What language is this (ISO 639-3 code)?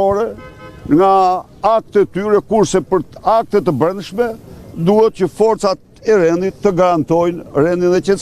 sqi